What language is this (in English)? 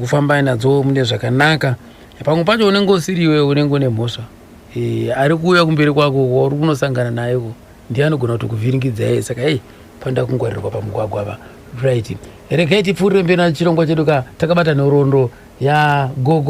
Shona